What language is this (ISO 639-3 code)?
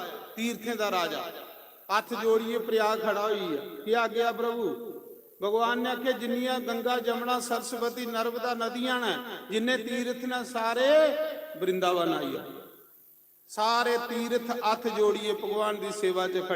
doi